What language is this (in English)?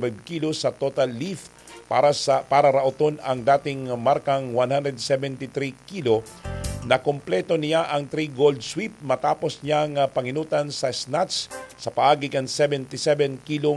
Bikol